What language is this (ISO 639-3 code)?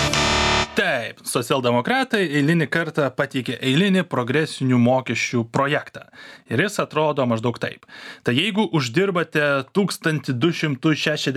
lit